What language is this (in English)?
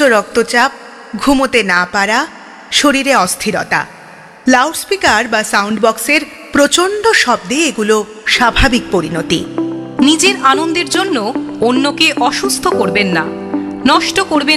Bangla